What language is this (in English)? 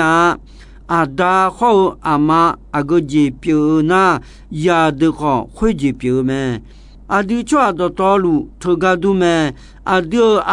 Akha